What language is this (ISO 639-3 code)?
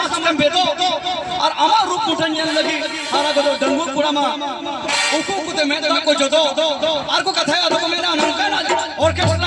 sat